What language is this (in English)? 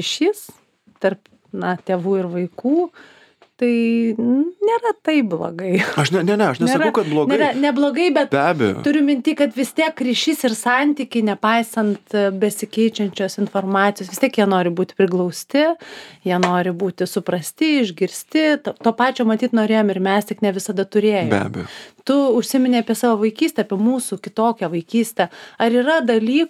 Lithuanian